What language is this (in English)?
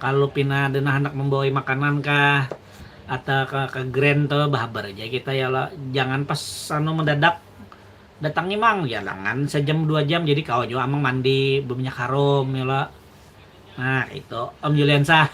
Banjar